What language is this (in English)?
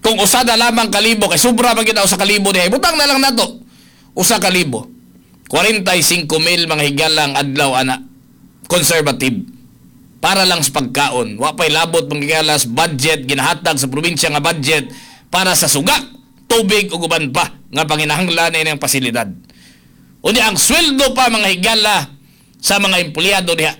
Cebuano